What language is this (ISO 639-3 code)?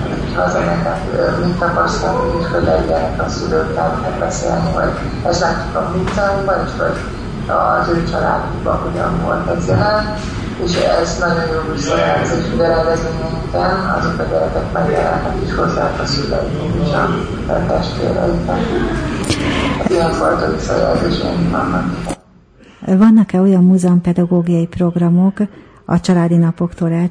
hun